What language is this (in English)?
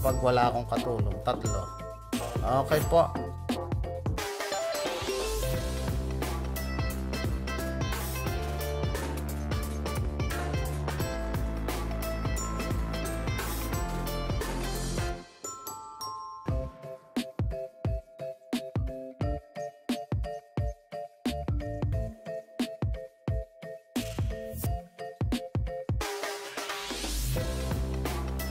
Filipino